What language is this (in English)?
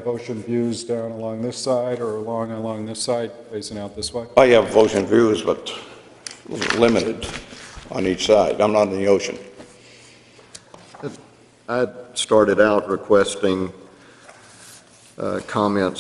English